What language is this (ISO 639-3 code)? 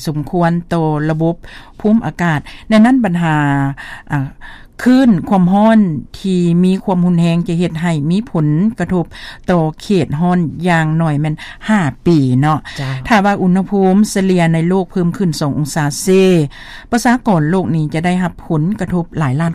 lao